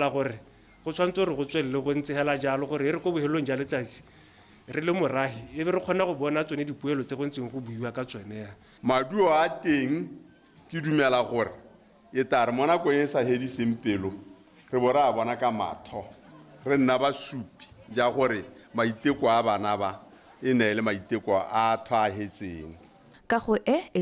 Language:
Tswana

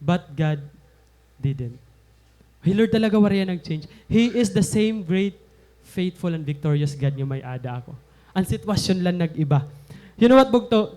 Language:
Waray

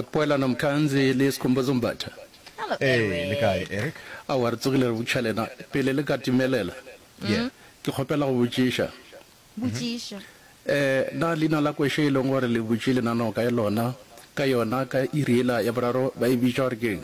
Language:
Northern Sotho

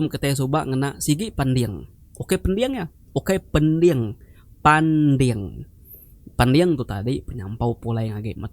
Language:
Iban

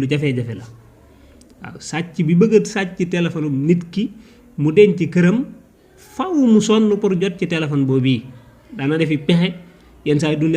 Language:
Wolof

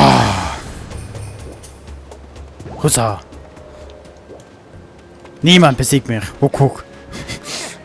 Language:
German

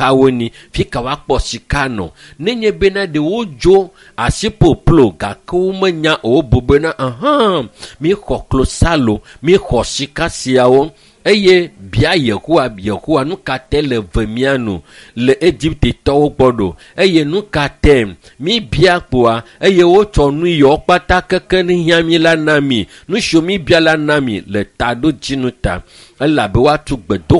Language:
Ewe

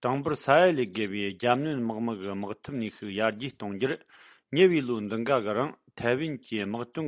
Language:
Tibetan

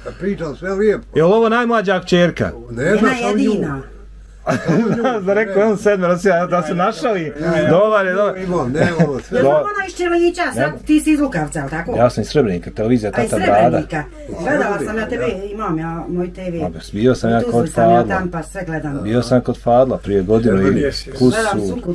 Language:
Bosnian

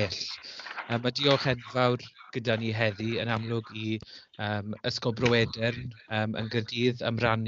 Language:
Welsh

